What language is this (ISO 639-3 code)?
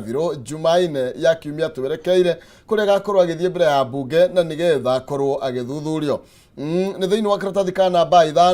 kik